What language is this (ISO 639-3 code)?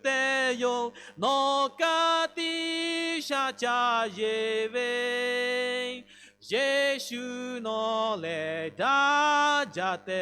lhu